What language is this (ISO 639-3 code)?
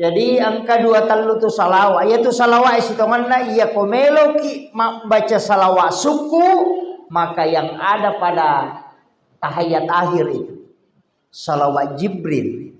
bug